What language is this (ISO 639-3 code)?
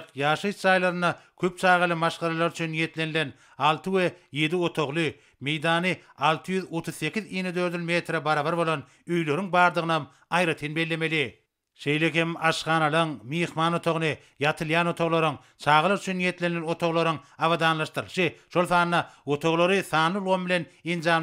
tuk